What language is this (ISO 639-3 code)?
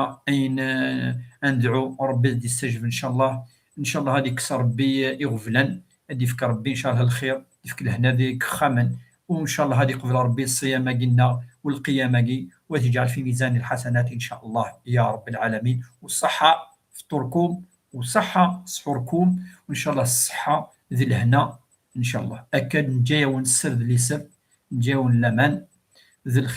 kab